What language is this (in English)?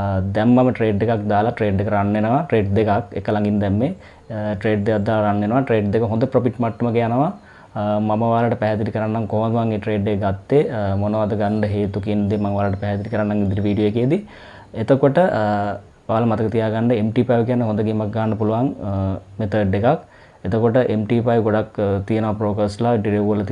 Sinhala